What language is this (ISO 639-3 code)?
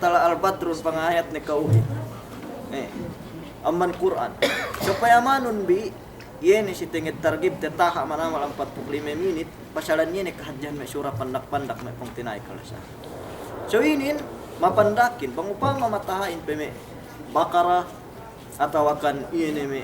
yka